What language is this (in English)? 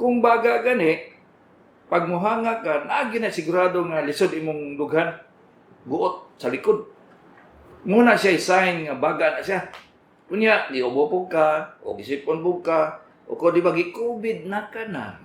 Cebuano